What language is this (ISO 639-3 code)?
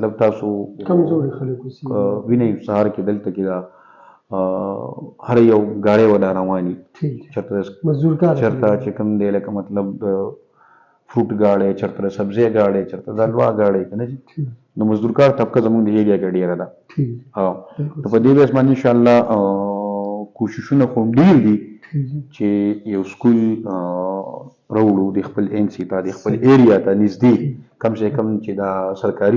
pus